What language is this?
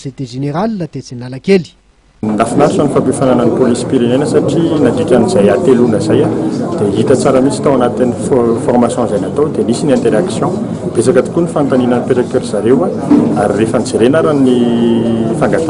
Malagasy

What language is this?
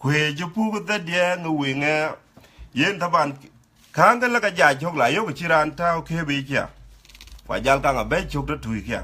Dinka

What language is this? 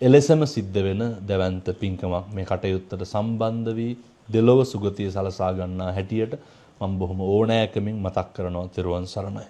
Sinhala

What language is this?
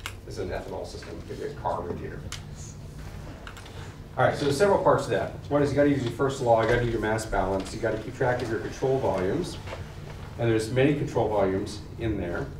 English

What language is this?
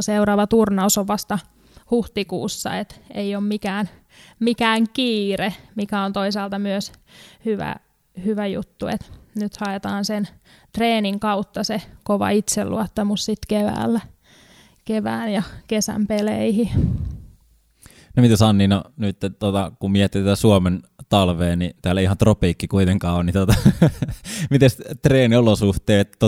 Finnish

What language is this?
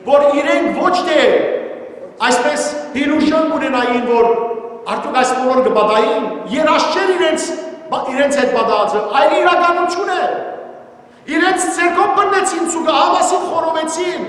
Western Armenian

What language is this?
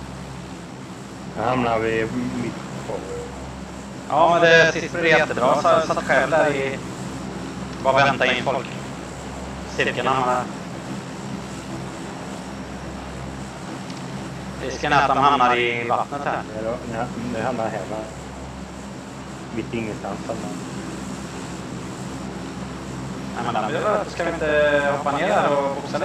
Swedish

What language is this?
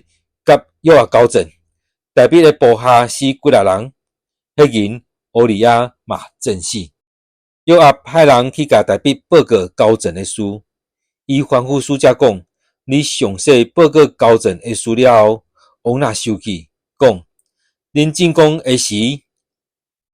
Min Nan Chinese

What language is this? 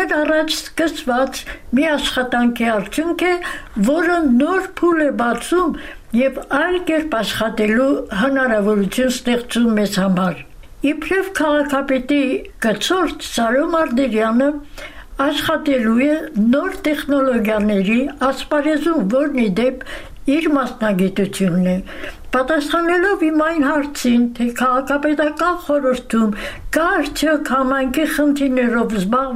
Armenian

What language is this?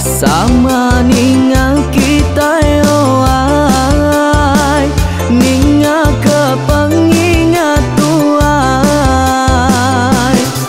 Iban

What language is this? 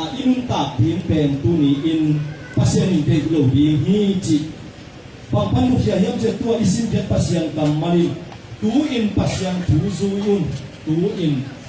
Tedim Chin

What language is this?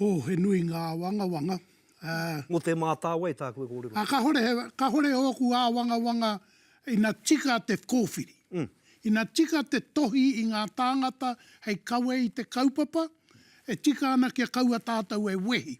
Māori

